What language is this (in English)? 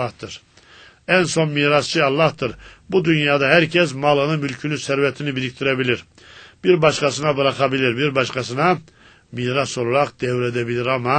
Turkish